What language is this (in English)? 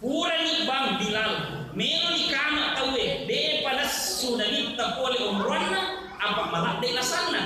Buginese